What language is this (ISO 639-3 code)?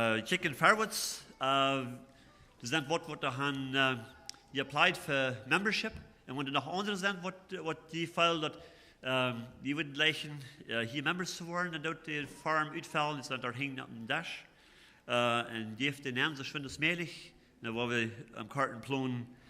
pdt